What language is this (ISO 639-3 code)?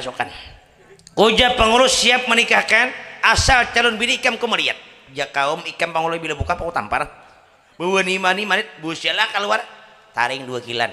bjn